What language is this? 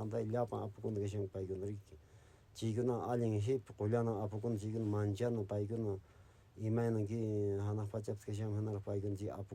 Quechua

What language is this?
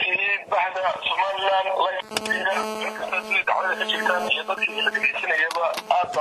Somali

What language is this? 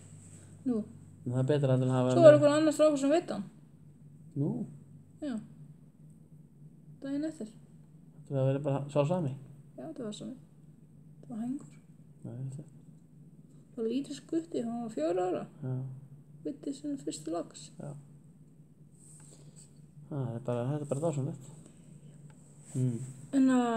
Icelandic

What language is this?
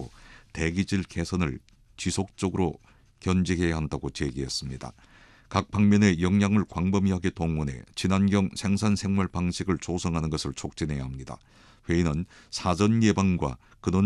Korean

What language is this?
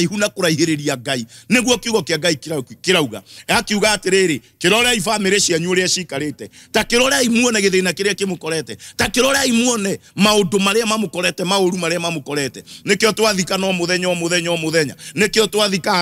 Kikuyu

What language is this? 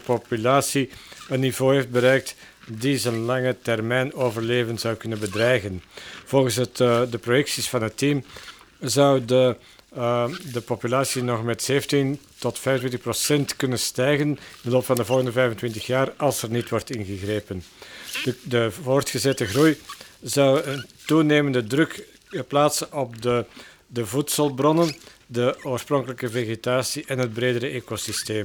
Dutch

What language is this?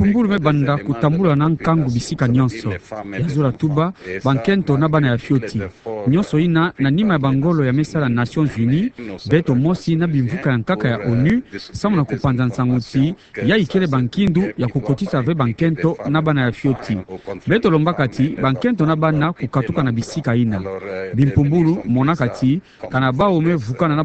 Kituba (Democratic Republic of Congo)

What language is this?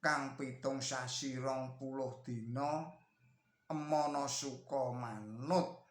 Javanese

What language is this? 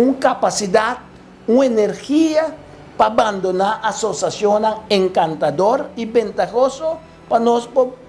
Papiamento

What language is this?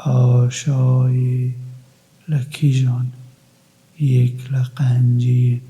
Kurdish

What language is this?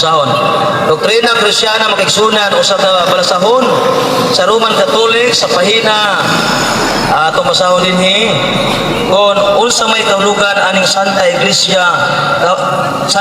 Cebuano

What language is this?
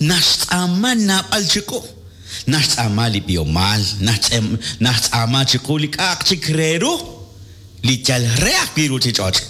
Kekchí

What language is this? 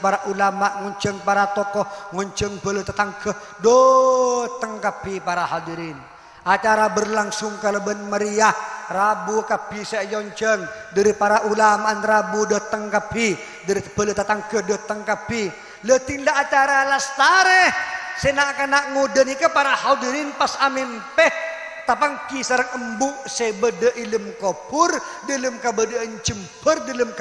Madurese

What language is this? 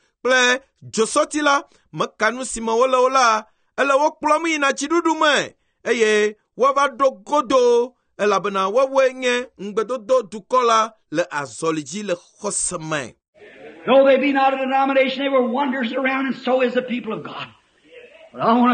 Ewe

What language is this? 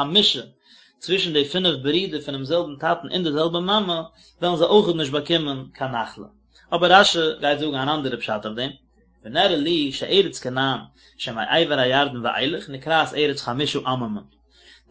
Yiddish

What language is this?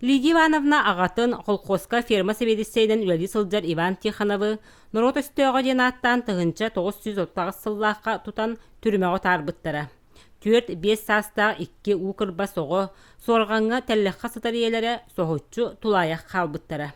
Yakut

